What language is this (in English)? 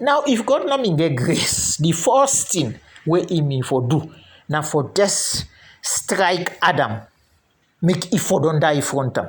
Krio